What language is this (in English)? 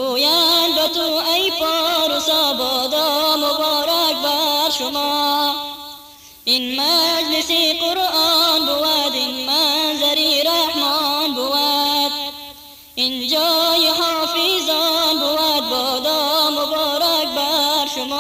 Persian